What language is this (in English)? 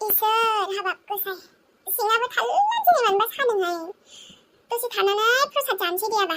Bodo